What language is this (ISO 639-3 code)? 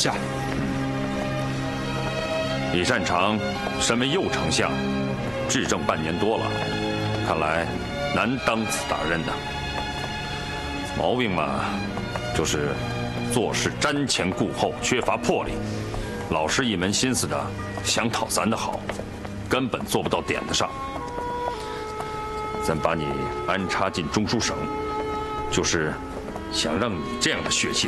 zho